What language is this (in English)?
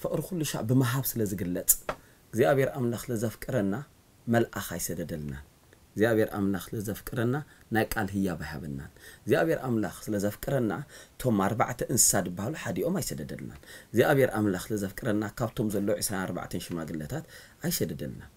Tigrinya